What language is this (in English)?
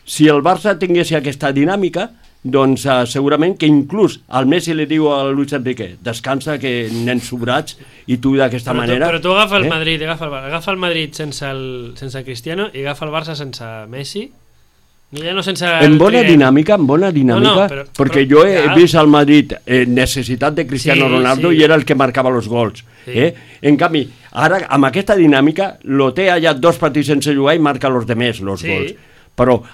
Catalan